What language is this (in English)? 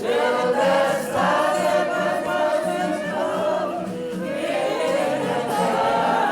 Māori